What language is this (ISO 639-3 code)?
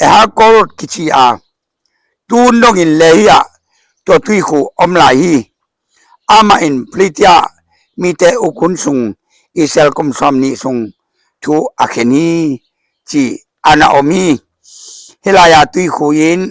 ctd